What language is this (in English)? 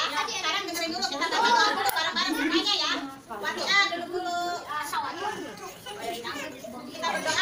Indonesian